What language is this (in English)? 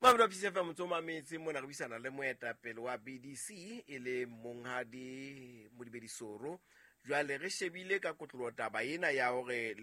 Southern Sotho